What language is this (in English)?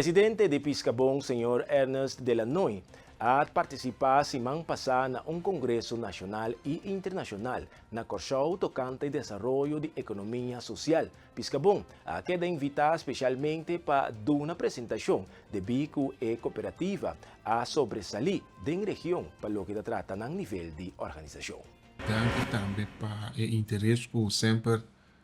Papiamento